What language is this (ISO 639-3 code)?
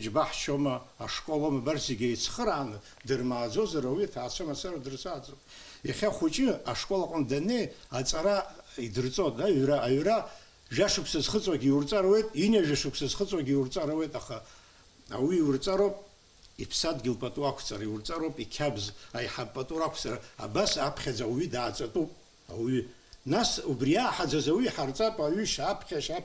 abk